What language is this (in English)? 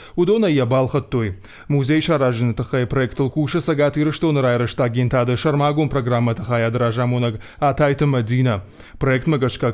Ossetic